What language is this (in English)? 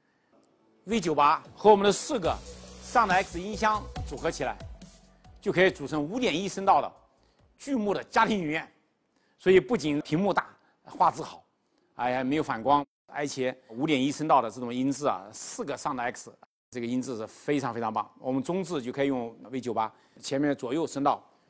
Chinese